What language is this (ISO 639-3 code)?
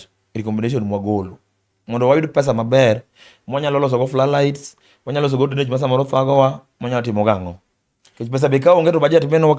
luo